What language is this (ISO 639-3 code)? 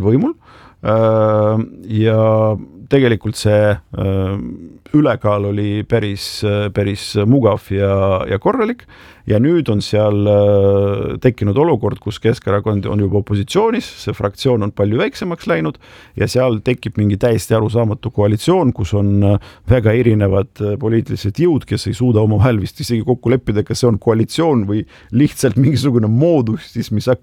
est